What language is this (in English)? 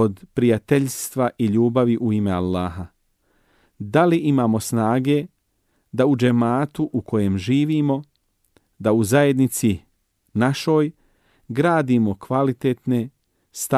Bosnian